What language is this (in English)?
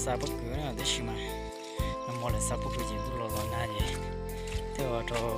Hmong